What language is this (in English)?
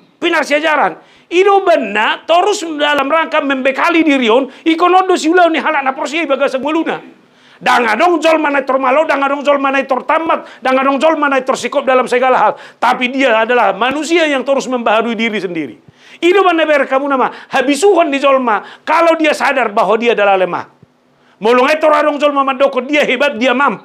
Batak Toba